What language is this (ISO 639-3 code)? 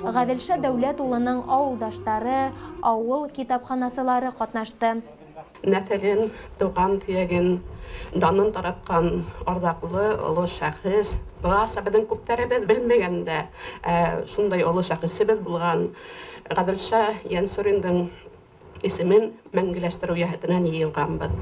bak